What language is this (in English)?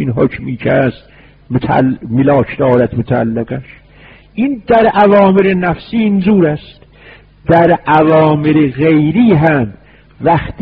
Persian